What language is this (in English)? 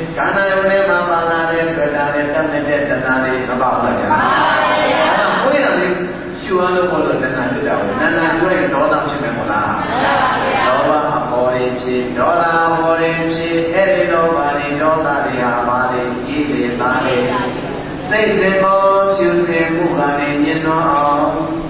Burmese